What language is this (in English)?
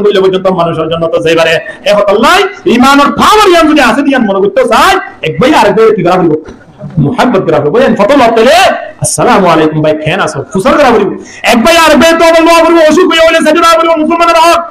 Rohingya